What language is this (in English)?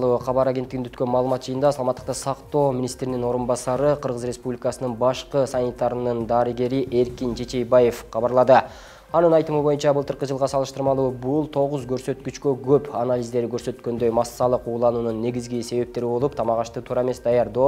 Kyrgyz